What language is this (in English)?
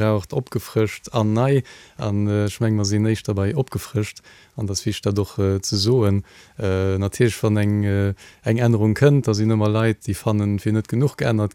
Luxembourgish